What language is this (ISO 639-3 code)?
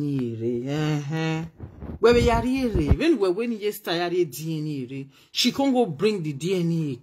pcm